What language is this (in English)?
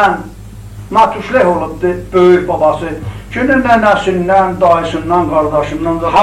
South Azerbaijani